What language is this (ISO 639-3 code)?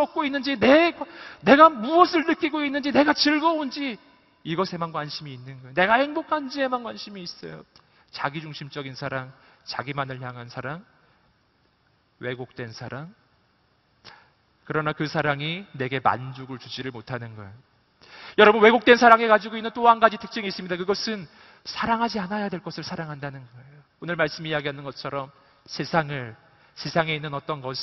kor